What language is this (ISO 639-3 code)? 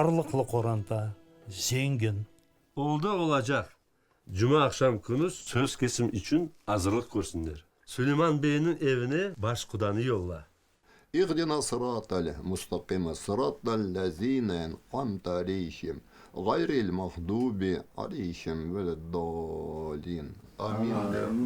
crh